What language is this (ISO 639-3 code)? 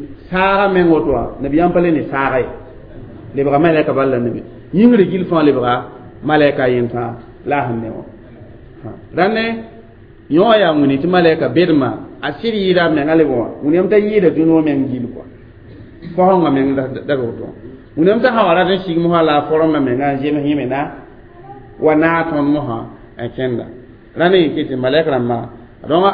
mos